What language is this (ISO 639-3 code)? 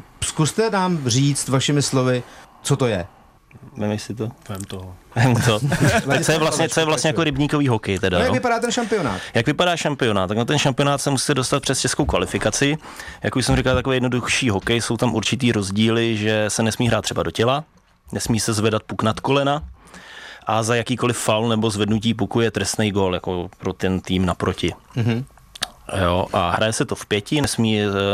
ces